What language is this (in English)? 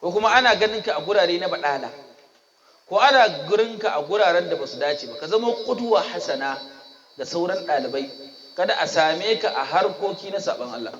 Hausa